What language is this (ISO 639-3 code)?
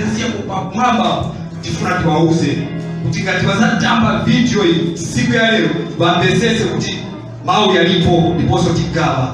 nya